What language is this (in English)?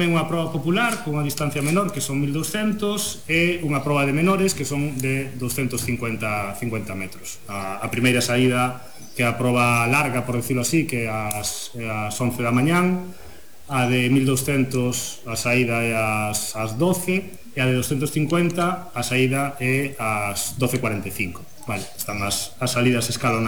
Galician